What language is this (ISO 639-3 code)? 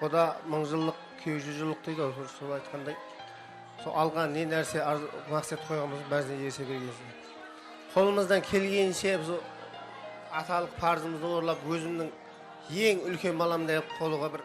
kaa